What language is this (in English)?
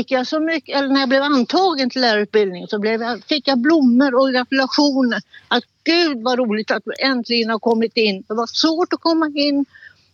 Swedish